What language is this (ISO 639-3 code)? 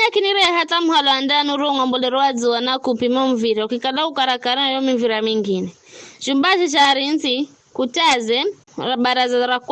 nyf